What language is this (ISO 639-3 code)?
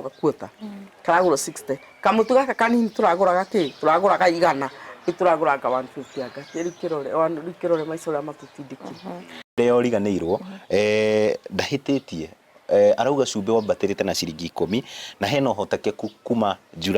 kik